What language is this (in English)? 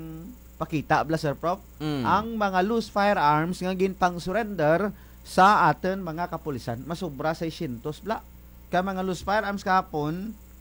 Kinaray-a